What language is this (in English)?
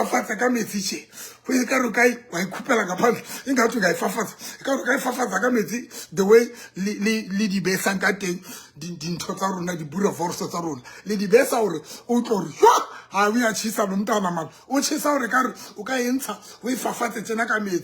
Southern Sotho